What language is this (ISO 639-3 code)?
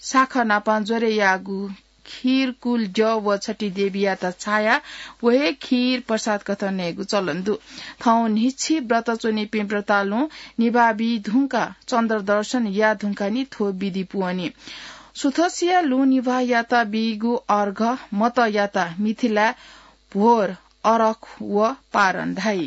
new